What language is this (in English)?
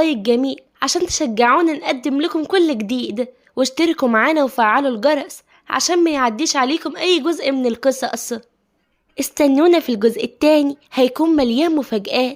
Egyptian Arabic